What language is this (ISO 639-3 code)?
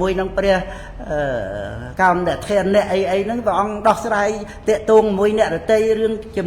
khm